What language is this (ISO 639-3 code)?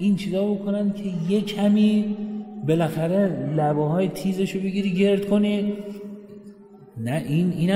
fas